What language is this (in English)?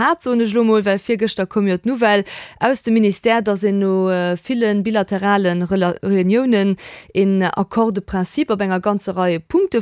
Luxembourgish